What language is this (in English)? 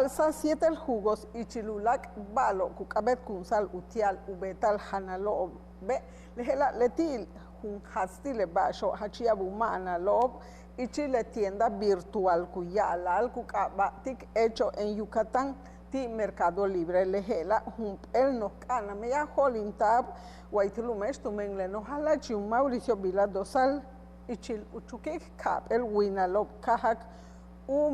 Yucateco